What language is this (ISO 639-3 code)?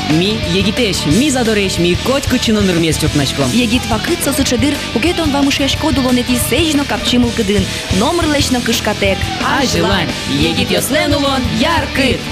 udm